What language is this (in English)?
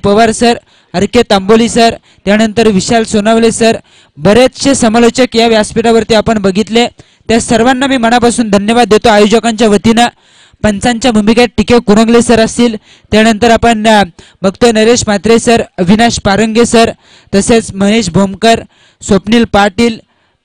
Marathi